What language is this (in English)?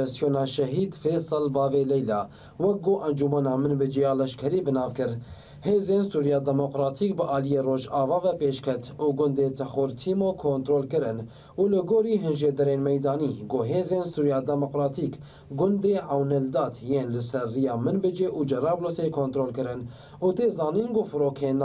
Kurdish